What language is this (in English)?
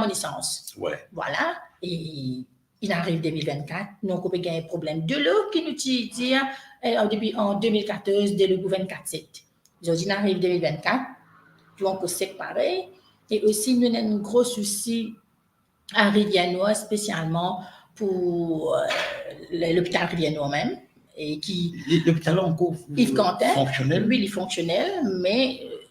Morisyen